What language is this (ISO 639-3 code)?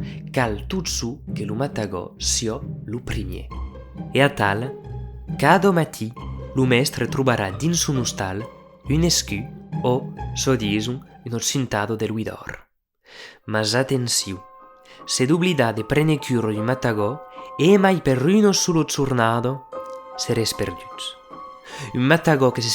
oci